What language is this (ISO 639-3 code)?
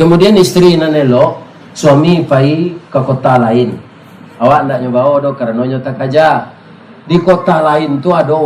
min